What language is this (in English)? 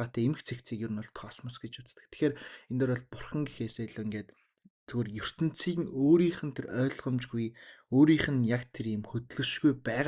Mongolian